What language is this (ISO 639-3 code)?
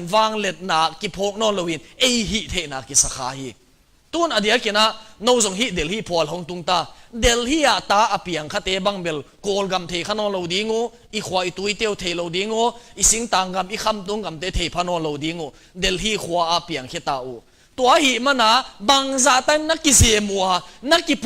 ctd